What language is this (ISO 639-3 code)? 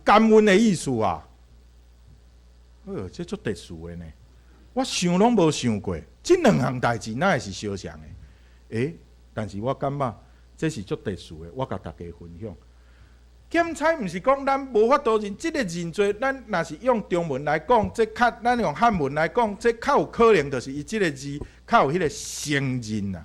nan